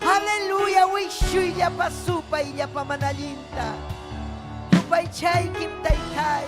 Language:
Ayacucho Quechua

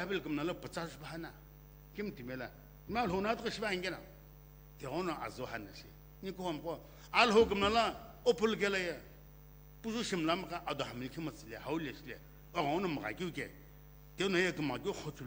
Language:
Sumi Naga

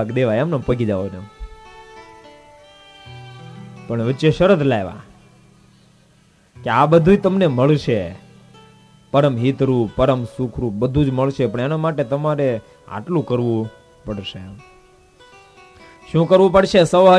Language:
Gujarati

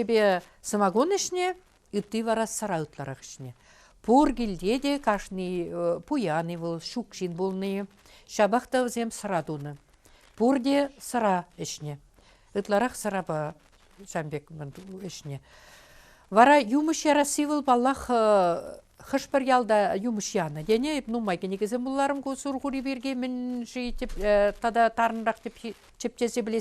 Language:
Chuvash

